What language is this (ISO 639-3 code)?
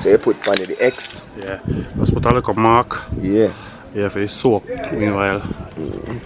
jam